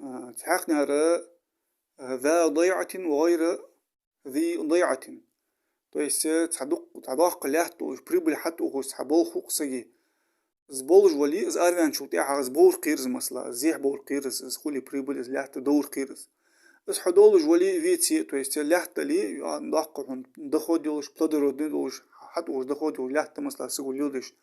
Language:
Ingush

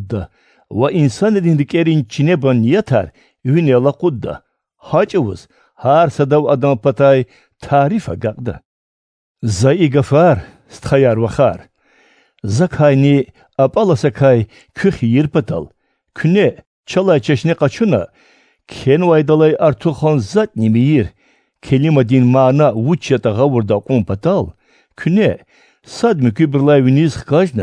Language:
Lezghian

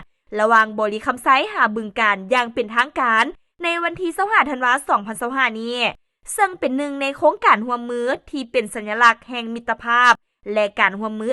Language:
Lao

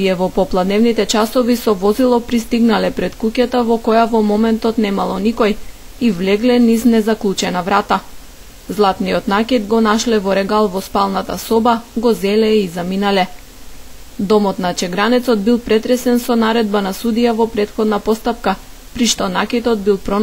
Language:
Macedonian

